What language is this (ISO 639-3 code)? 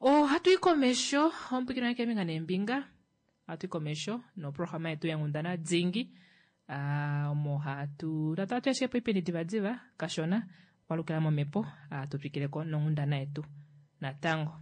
kua